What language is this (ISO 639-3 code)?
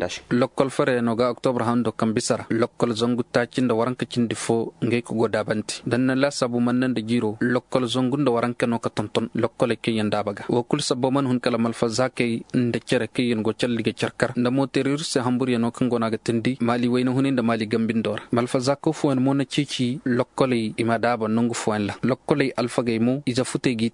ses